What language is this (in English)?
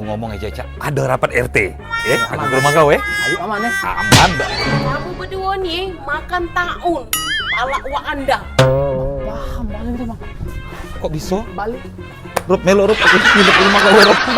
Musi